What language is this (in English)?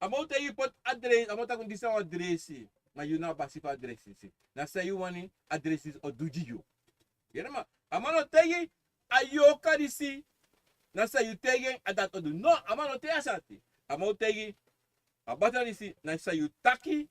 Sranan Tongo